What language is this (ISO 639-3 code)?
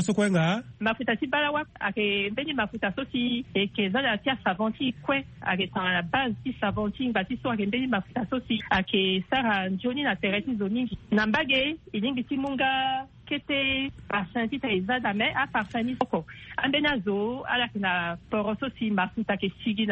sag